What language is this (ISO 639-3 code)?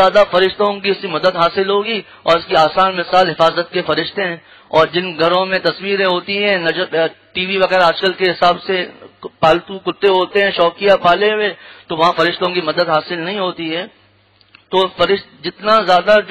urd